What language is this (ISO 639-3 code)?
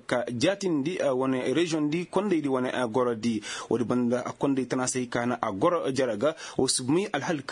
ses